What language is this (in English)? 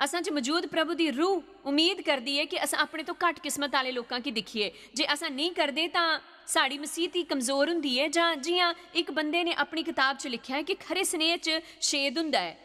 Dogri